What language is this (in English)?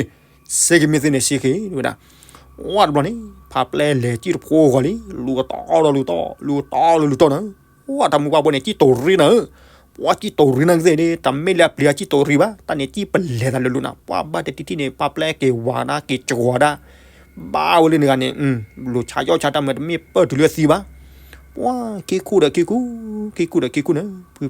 S'gaw Karen